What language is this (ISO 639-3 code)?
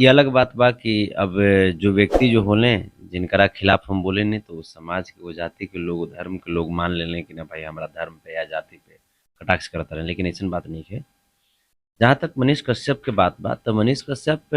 bho